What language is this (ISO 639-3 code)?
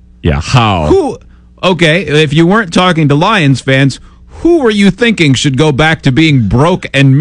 eng